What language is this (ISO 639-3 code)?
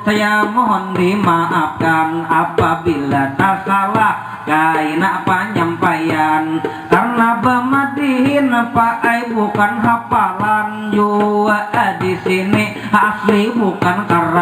bjn